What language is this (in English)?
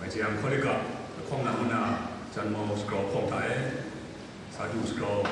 Kachin